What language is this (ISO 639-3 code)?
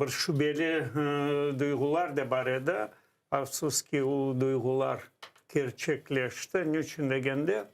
crh